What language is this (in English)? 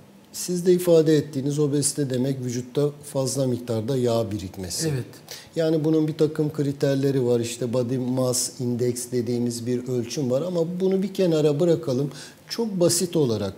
Turkish